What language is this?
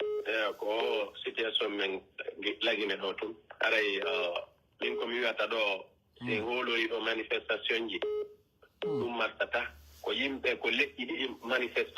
Pular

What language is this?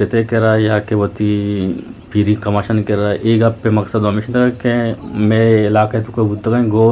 Eastern Balochi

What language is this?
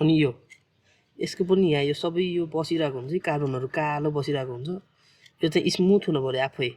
Nepali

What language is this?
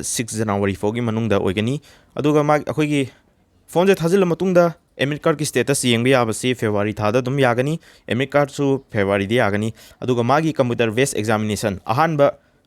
Manipuri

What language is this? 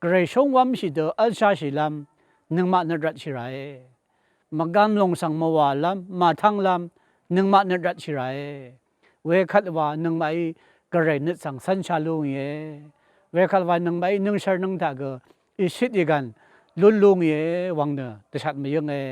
Rawang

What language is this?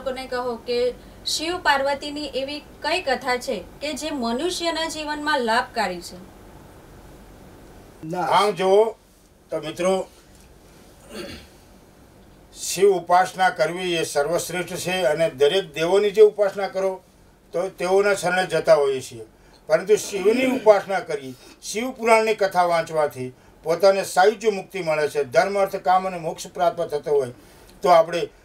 Gujarati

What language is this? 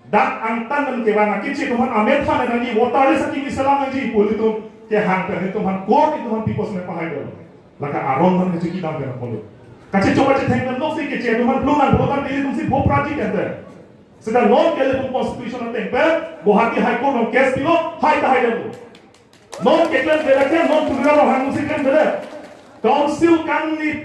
Karbi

